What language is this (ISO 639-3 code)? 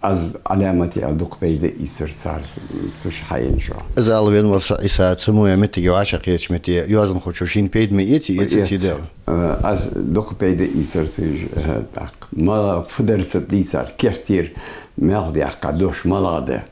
inh